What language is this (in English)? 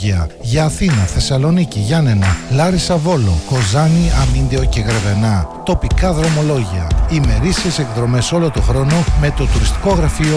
Greek